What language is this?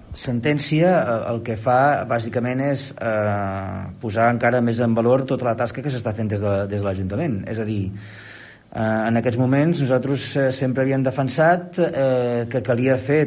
Catalan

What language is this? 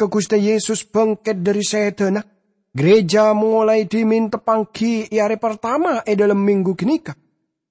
Madurese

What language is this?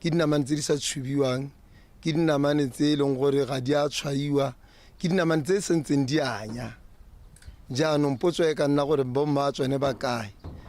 Tswana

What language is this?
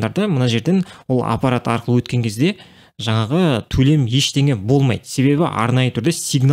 Kazakh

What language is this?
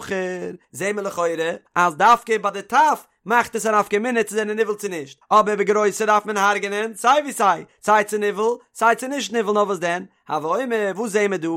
Yiddish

